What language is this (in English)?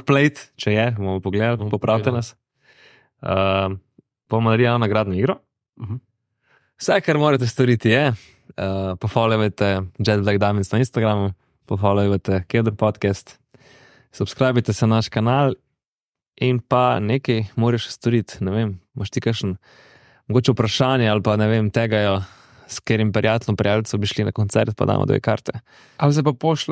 Slovenian